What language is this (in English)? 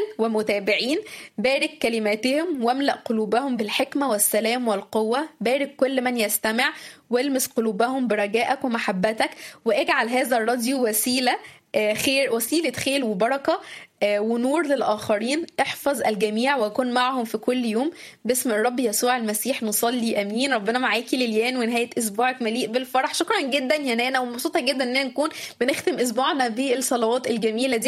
Egyptian Arabic